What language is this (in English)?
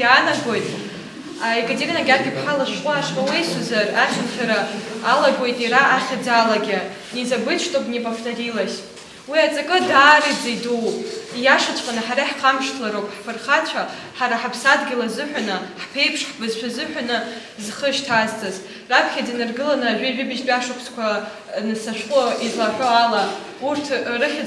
Abkhazian